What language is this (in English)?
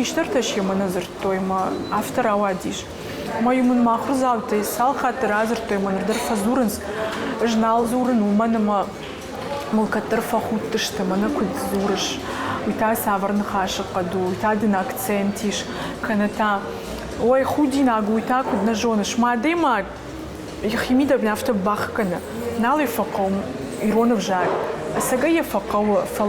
Ossetic